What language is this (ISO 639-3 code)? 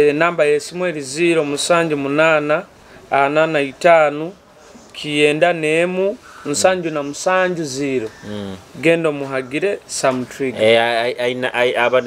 nyo